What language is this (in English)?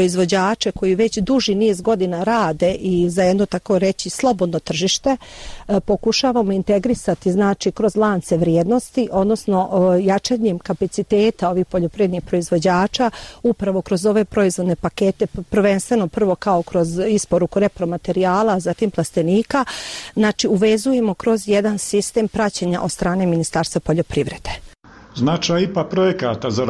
Bosnian